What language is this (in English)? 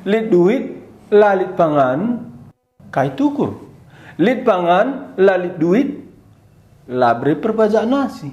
Batak Karo